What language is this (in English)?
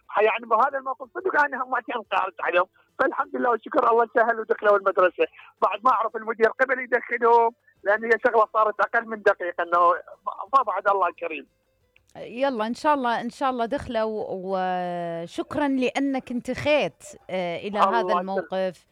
Mesopotamian Arabic